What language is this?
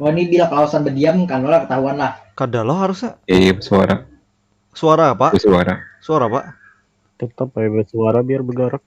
Banjar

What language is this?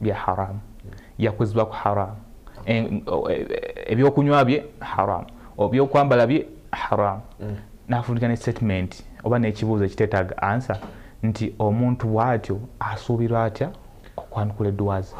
Ganda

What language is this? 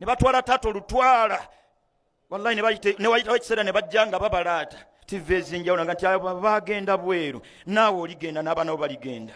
Ganda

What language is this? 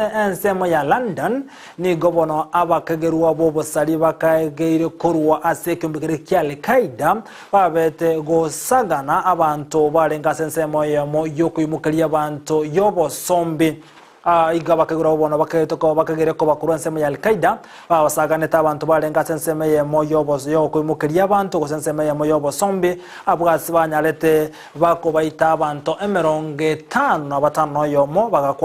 Gusii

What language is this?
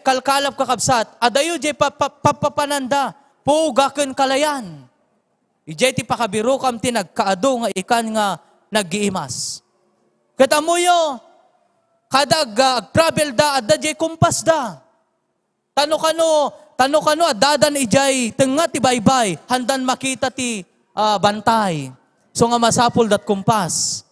Iloko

